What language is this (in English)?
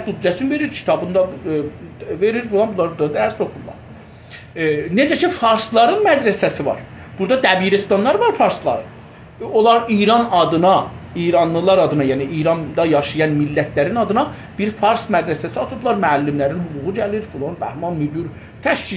South Azerbaijani